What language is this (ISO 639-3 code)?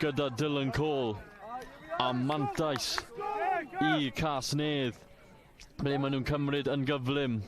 cym